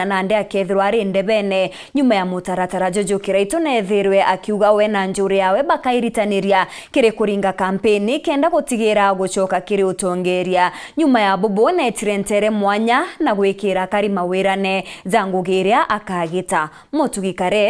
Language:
Meru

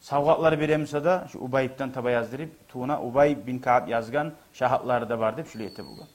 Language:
Kumyk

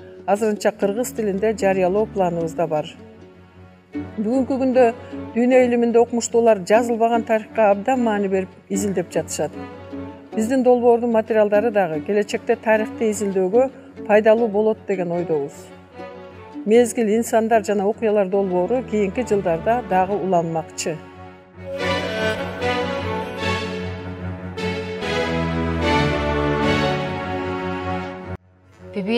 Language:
Kyrgyz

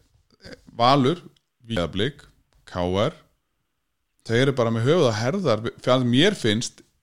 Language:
Icelandic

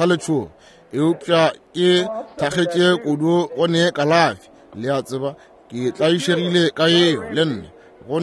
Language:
Northern Sotho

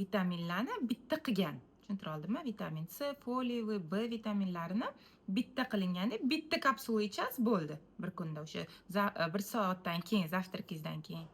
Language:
Uzbek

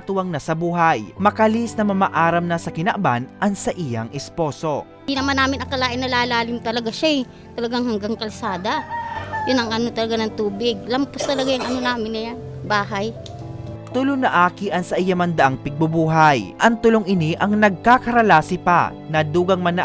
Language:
Bikol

